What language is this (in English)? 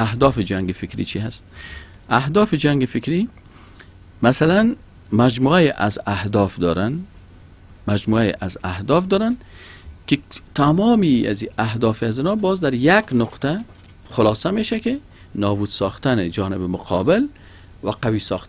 Persian